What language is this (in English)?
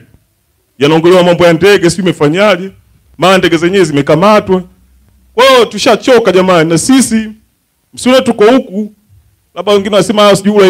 Swahili